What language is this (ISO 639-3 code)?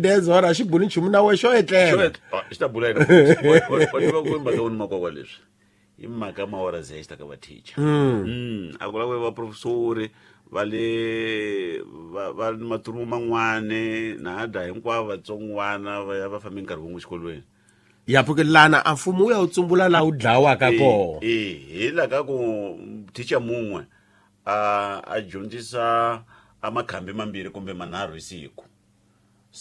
tso